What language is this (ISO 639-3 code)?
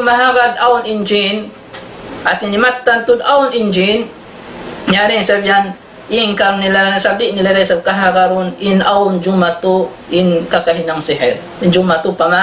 tsg